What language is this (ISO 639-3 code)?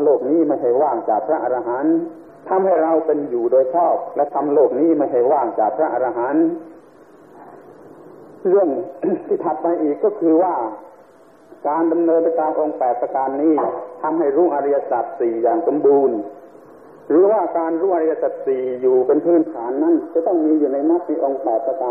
tha